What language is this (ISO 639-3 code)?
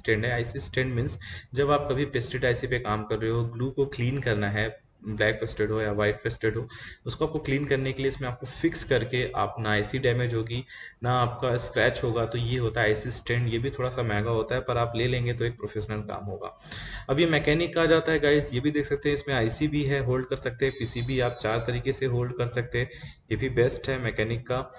hin